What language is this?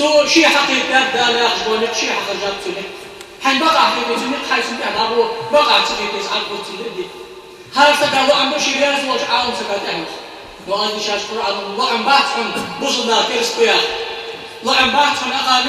Ingush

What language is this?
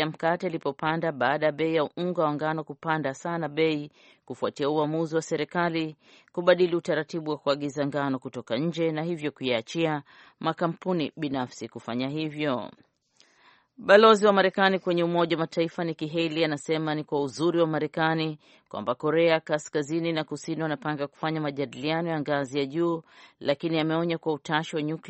Swahili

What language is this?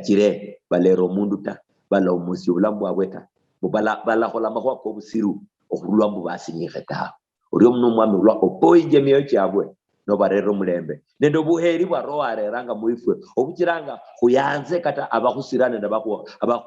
Luyia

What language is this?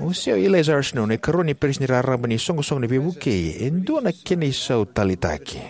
Fijian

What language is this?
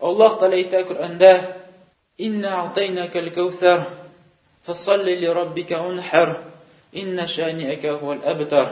Tatar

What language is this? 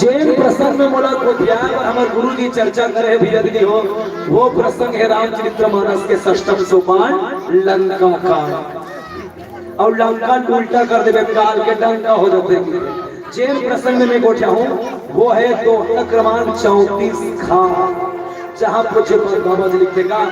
Chhattisgarhi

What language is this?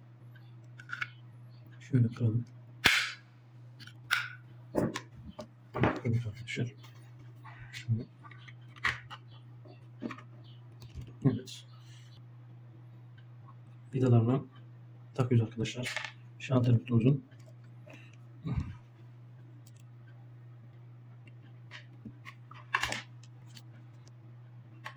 Turkish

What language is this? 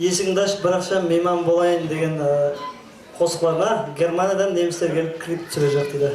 Kara-Kalpak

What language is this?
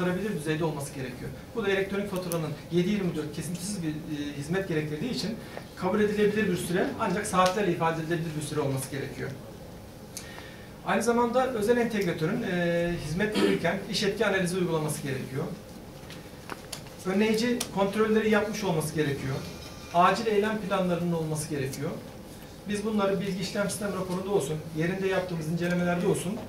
Turkish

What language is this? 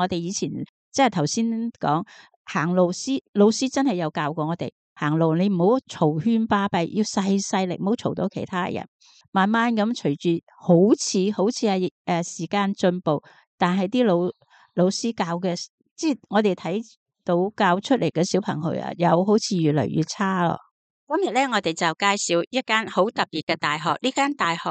Cantonese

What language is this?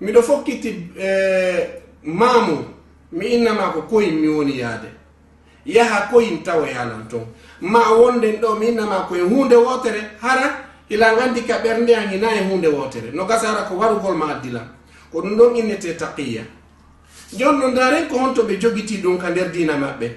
Fula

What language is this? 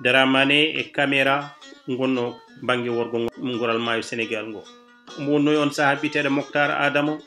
Fula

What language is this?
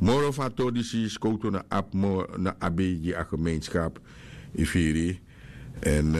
Sranan Tongo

